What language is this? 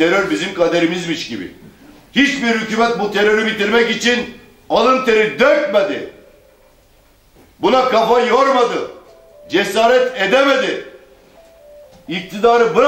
Turkish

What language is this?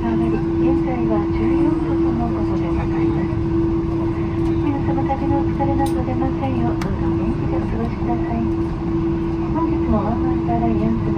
Japanese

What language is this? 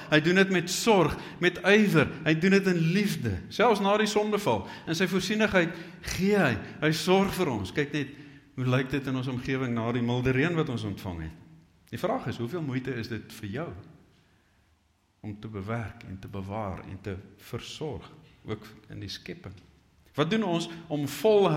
Afrikaans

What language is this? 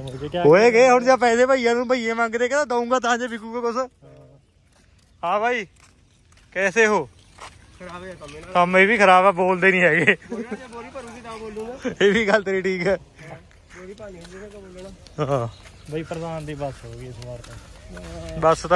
Punjabi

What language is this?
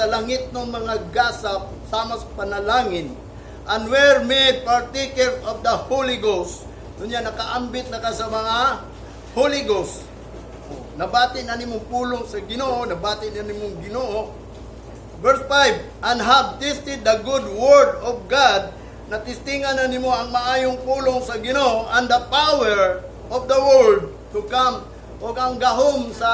Cebuano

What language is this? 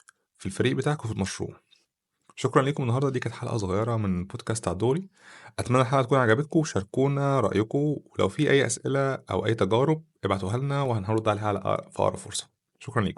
Egyptian Arabic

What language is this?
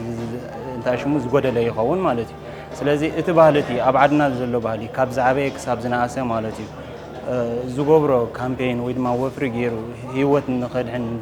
Tigrinya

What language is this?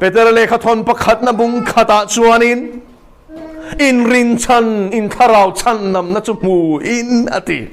Mizo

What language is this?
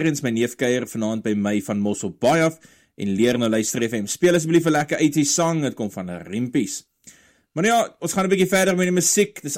Afrikaans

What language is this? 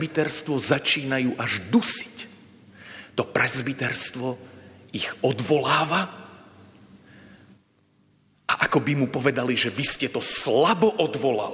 Slovak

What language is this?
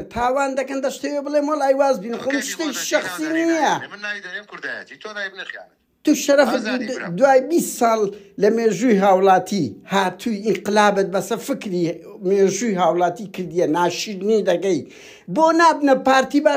Central Kurdish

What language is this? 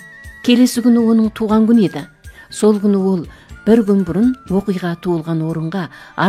Kazakh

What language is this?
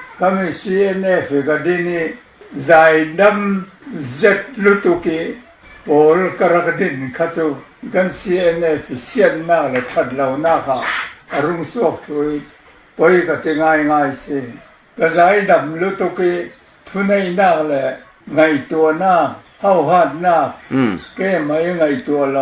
Falam Chin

